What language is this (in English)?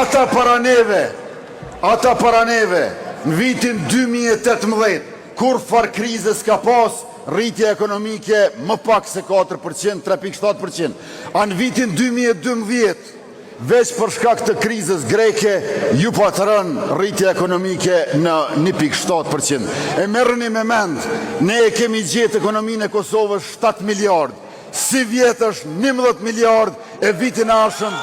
Albanian